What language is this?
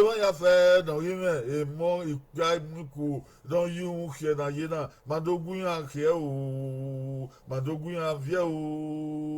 Bini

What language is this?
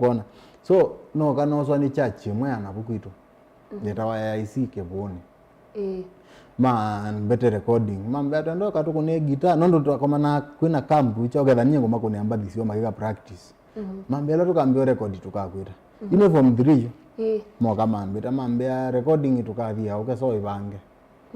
Kamba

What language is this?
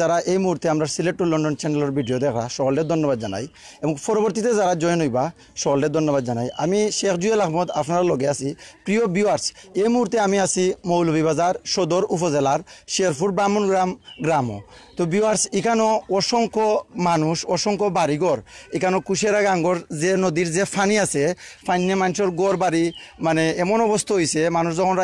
Sylheti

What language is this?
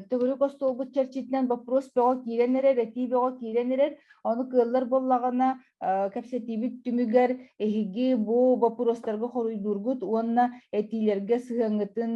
Yakut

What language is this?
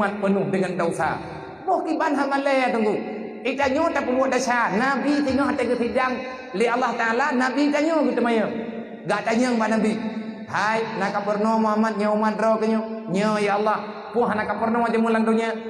Achinese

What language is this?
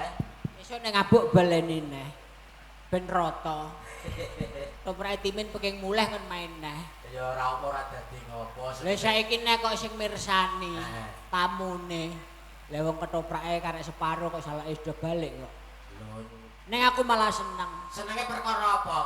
Javanese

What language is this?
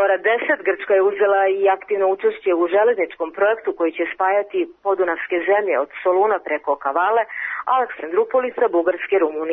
Serbian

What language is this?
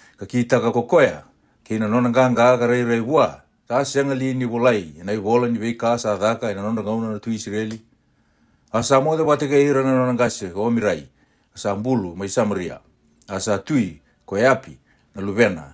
Fijian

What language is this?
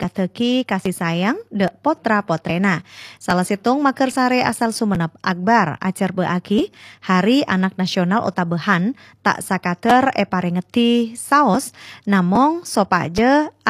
Madurese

